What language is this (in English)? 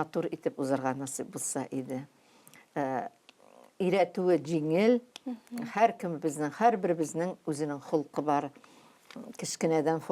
Tatar